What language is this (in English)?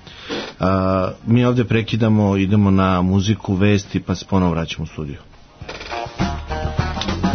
Serbian